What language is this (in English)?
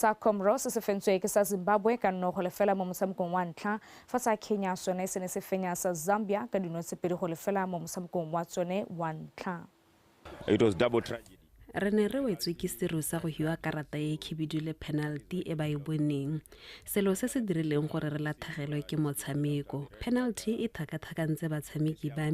Tswana